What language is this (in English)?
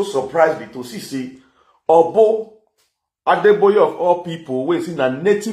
Nigerian Pidgin